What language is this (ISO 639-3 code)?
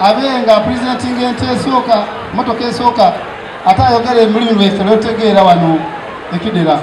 xog